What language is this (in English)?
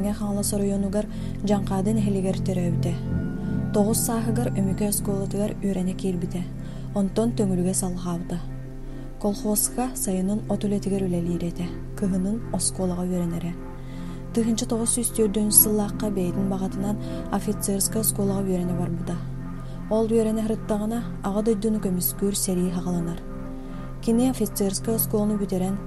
Yakut